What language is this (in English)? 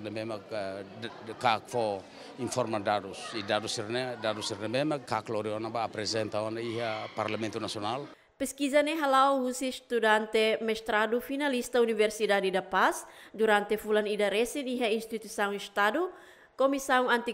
Tetum